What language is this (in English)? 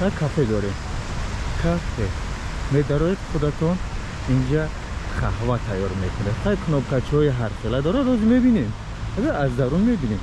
Tajik